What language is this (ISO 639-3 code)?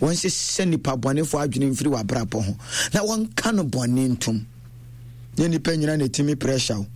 aka